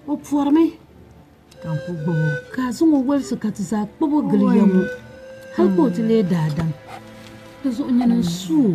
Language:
Dagbani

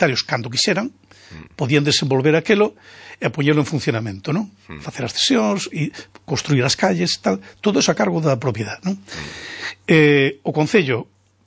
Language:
Galician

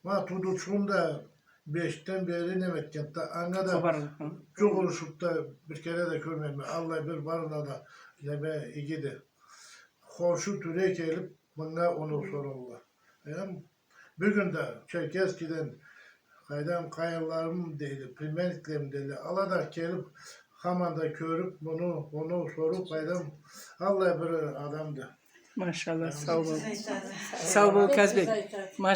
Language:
Karachay-Balkar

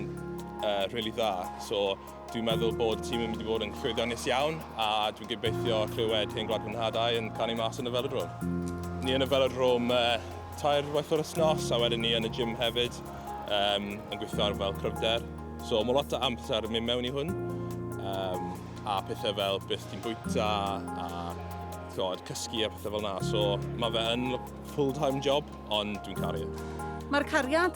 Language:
Welsh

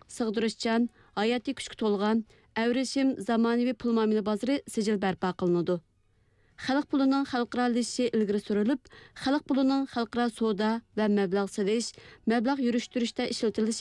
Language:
Uyghur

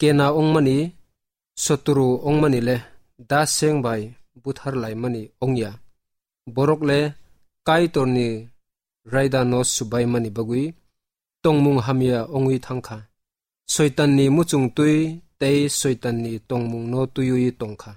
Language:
Kok Borok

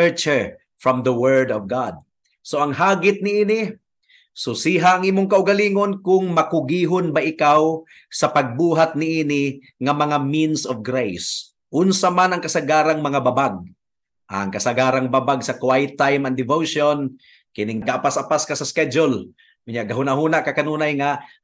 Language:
Cebuano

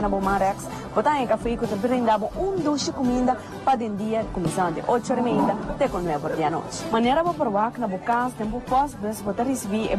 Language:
Papiamento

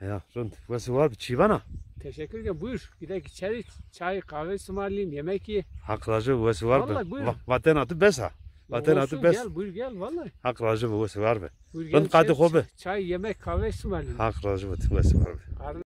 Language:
Zaza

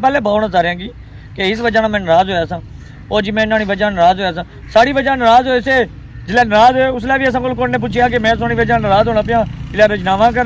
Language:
Pahari-Potwari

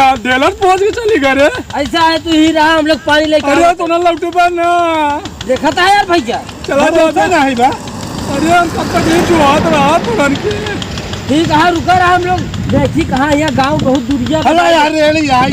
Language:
Awadhi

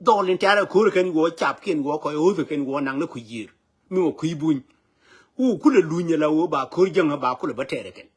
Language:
Nuer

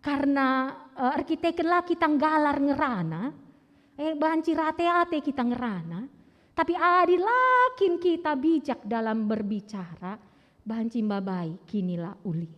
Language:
Batak Karo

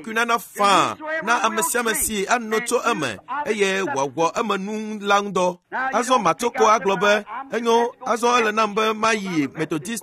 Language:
Ewe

